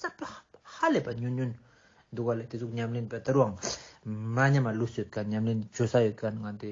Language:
Ladakhi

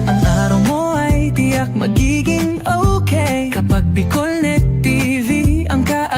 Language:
Bikol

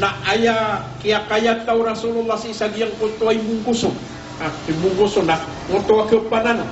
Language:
Maranao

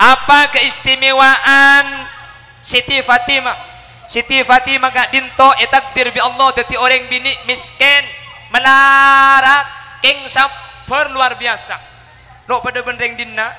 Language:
Madurese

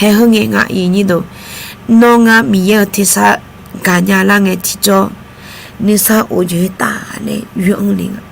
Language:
Akha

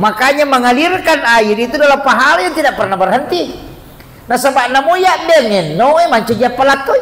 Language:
Buginese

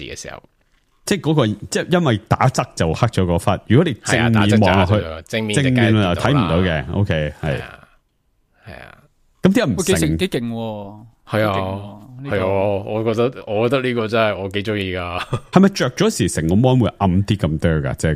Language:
Cantonese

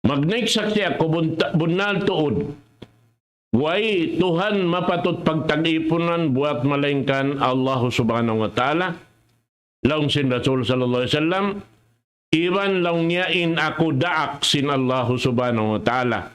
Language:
Tausug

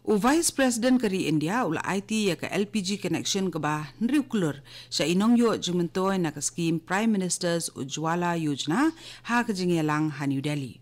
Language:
Khasi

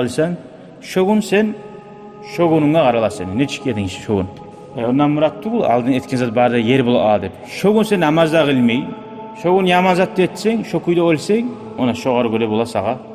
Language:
Kumyk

